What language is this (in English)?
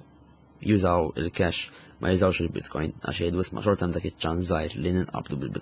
Maltese